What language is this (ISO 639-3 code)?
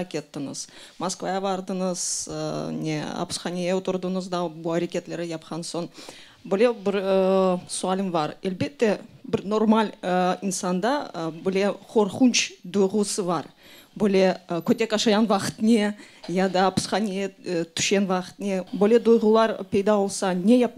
crh